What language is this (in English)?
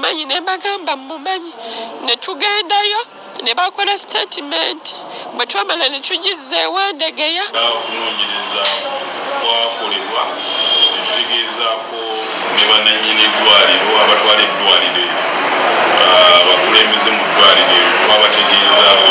Ganda